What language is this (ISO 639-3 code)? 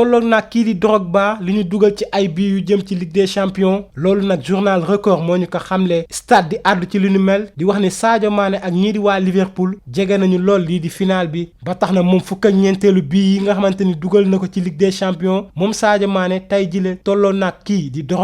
wol